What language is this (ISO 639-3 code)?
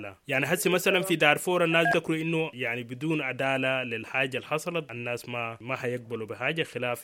apd